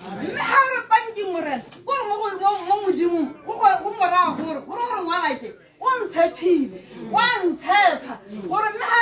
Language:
Tswana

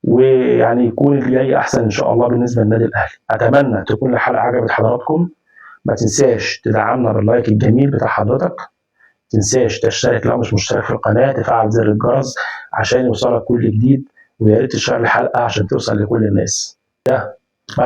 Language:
Egyptian Arabic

